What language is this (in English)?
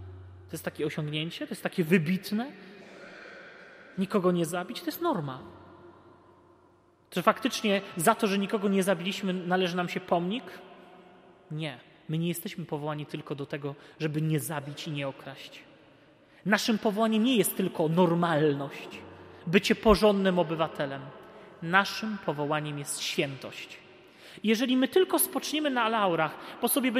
Polish